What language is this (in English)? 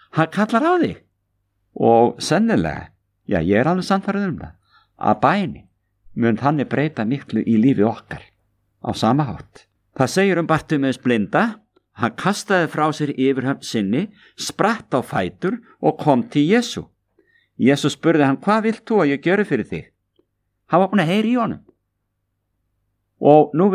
Icelandic